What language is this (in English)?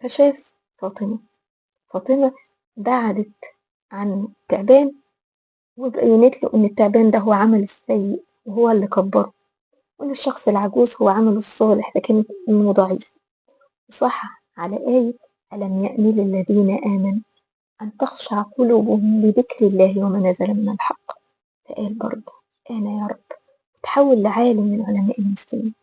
Egyptian Arabic